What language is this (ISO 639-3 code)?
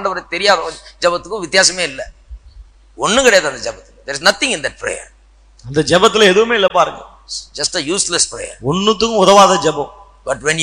tam